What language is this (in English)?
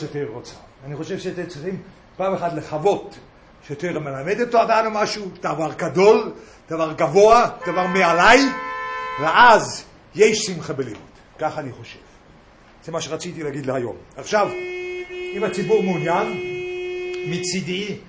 Hebrew